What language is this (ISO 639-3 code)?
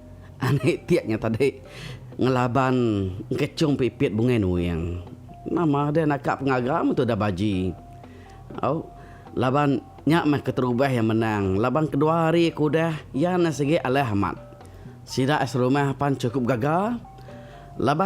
iba